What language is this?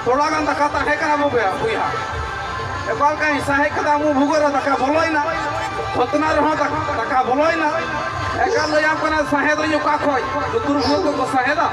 Santali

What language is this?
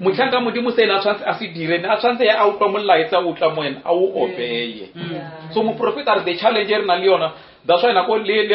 Northern Sotho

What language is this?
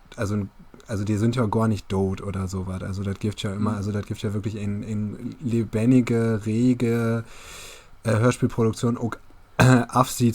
Low German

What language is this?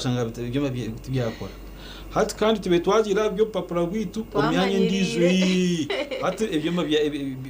Nyankole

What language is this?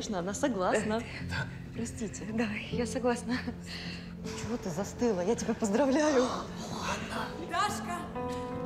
Russian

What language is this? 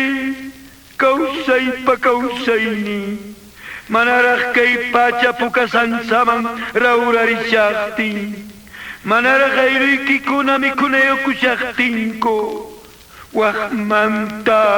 Quechua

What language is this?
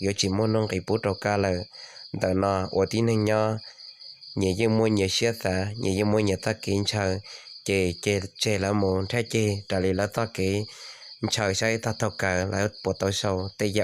Hmong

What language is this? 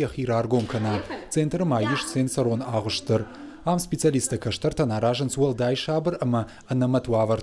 Ossetic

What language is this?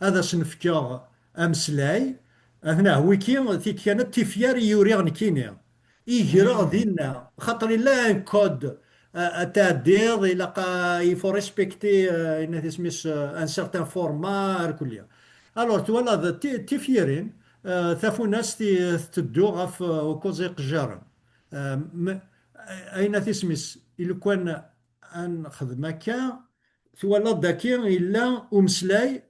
Kabyle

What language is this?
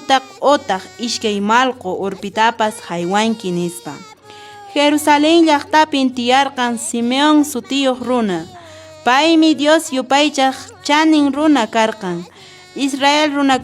Quechua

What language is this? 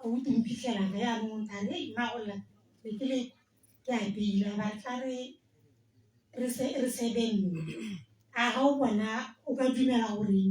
Tswana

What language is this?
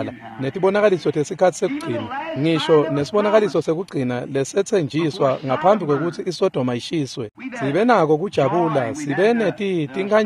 Swati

